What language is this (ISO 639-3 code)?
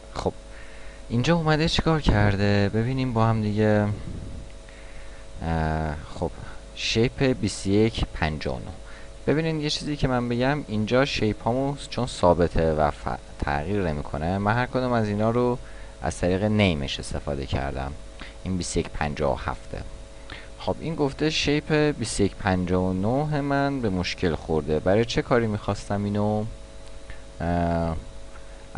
fas